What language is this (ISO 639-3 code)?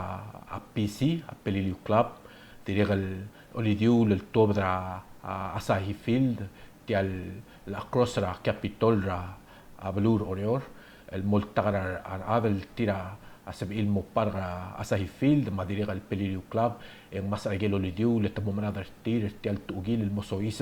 pau